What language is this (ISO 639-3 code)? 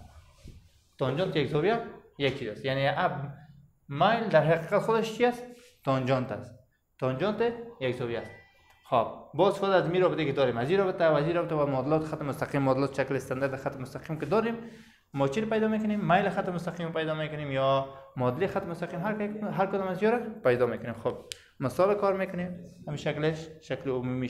fas